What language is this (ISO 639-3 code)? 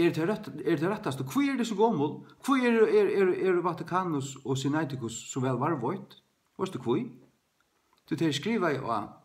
fao